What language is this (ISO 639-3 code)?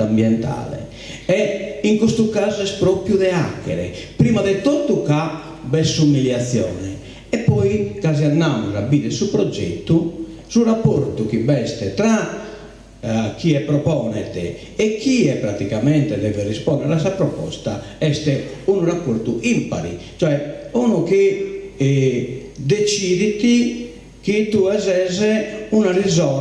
srd